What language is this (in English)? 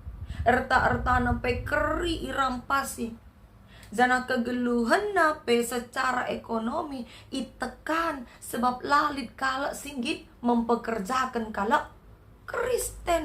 Batak Karo